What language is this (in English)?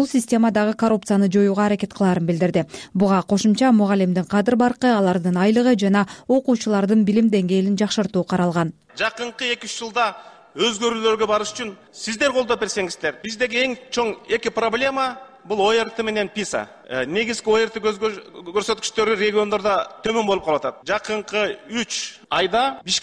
Kyrgyz